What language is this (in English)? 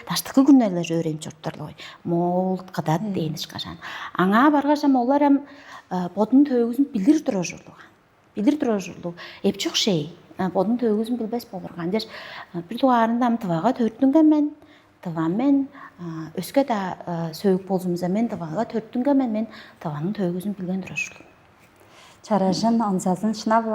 Tuvinian